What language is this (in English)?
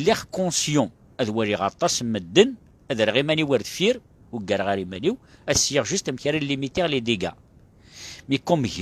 Kabyle